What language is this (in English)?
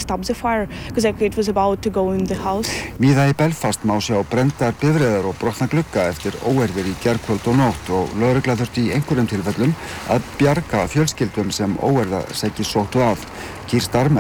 Icelandic